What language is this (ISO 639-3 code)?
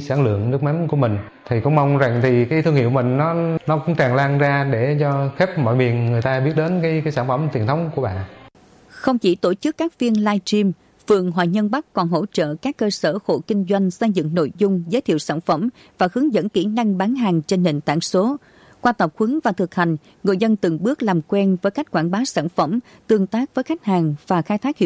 vie